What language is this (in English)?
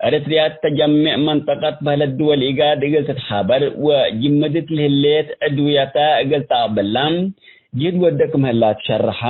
Tigre